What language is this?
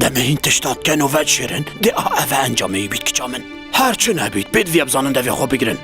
Kurdish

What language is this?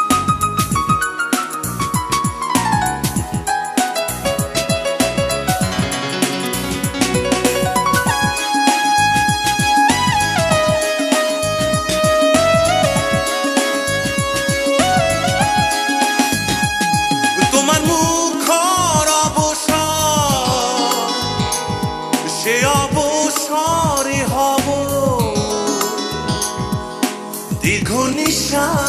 Bangla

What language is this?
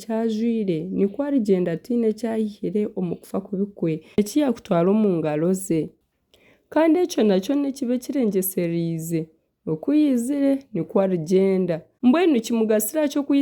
Nyankole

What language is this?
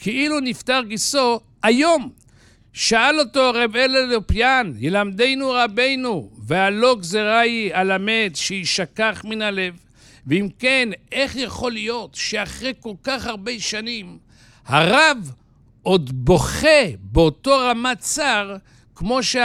Hebrew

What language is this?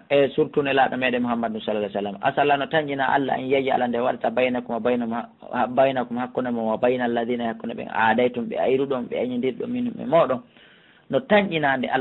Pular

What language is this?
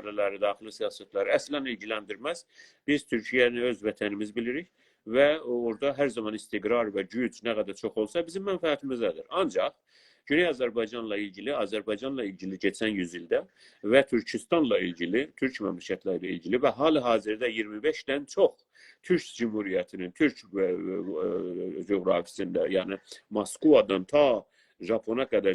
South Azerbaijani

